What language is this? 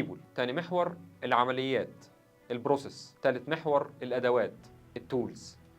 Egyptian Arabic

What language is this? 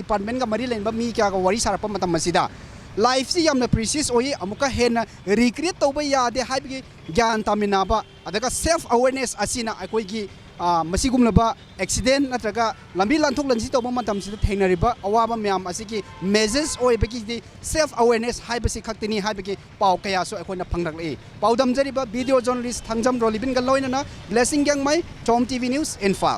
Manipuri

